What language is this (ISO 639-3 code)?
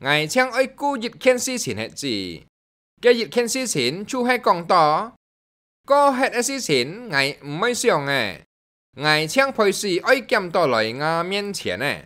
hak